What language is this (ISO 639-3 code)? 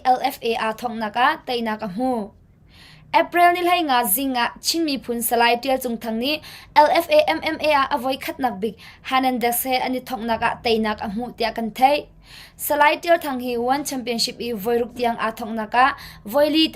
cnh